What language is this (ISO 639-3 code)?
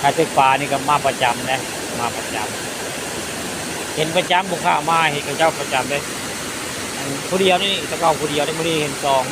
tts